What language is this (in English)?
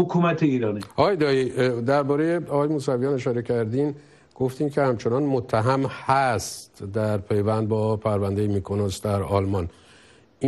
Persian